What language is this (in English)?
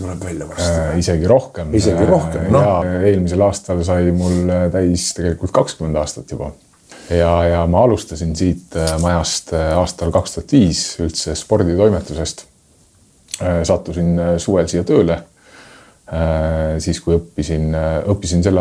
Estonian